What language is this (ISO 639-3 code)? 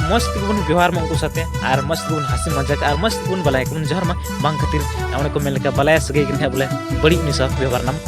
sat